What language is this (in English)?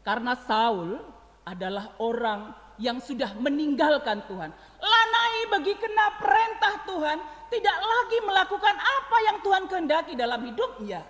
Batak Karo